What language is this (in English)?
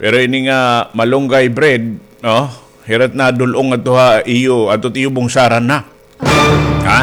Waray